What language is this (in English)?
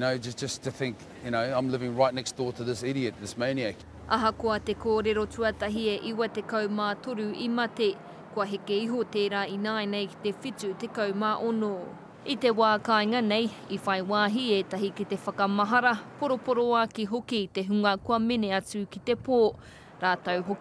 Māori